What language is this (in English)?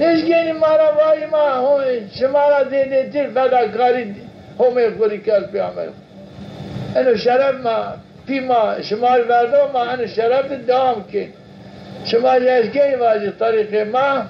Zaza